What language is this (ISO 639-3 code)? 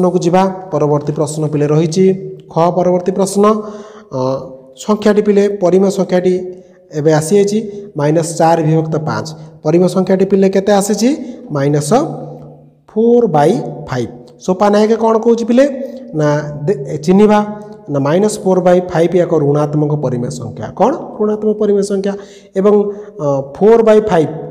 ori